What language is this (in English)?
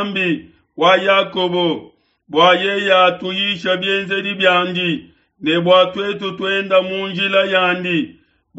Luba-Lulua